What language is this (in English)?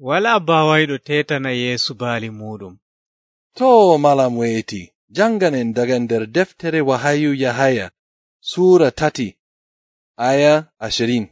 Nigerian Fulfulde